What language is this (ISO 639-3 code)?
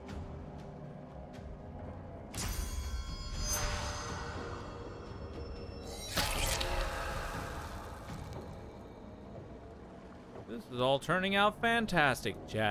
eng